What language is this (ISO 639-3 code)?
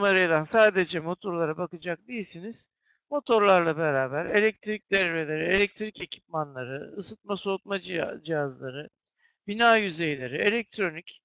tur